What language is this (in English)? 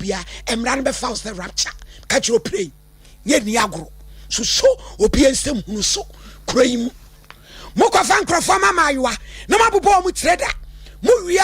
Akan